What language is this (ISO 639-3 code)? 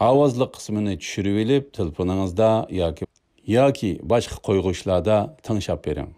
uig